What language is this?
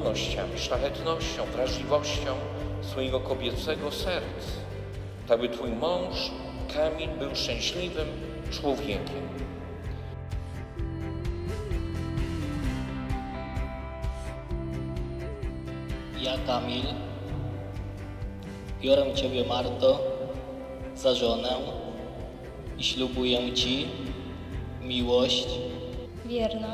Polish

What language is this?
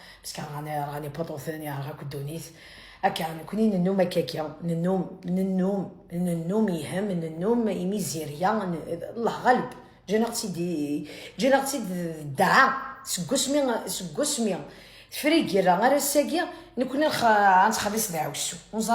Kabyle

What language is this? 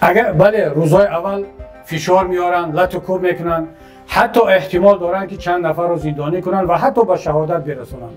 Tajik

